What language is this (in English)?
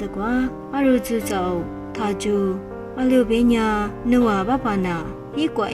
Lisu